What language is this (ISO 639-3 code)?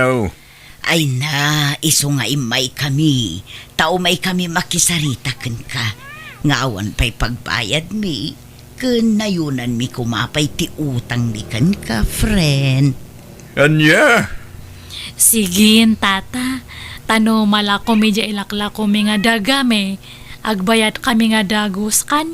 ilo